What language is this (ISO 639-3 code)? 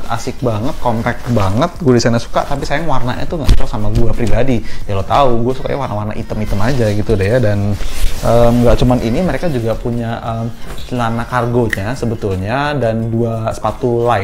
ind